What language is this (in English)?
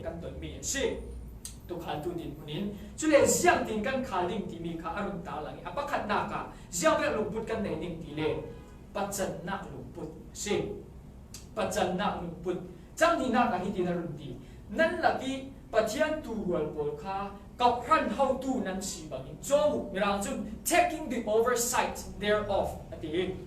Falam Chin